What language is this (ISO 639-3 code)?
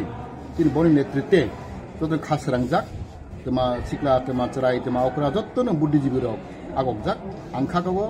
trp